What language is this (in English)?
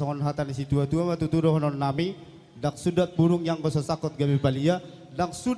Batak Toba